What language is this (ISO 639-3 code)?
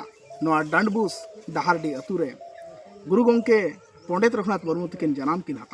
sat